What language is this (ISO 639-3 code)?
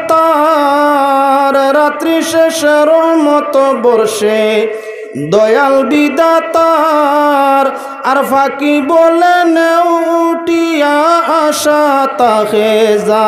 syl